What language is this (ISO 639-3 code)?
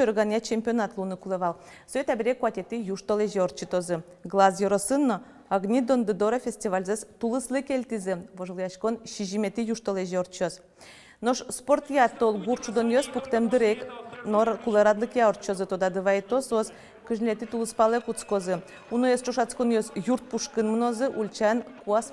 udm